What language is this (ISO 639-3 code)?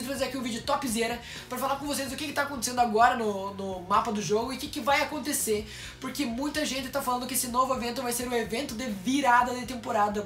por